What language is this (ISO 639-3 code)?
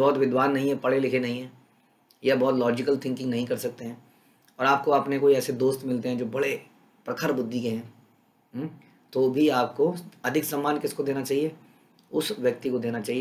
hin